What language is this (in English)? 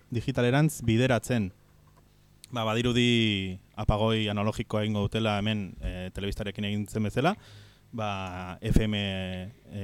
Basque